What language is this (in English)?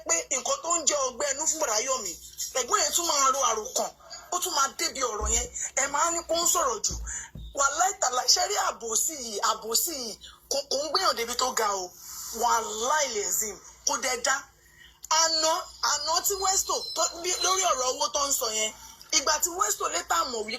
Yoruba